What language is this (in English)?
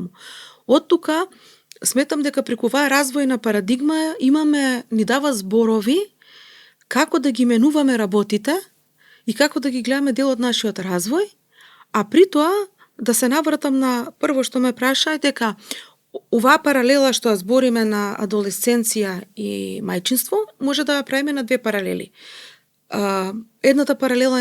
Macedonian